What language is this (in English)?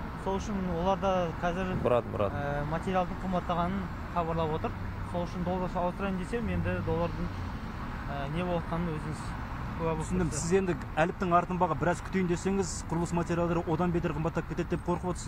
Kazakh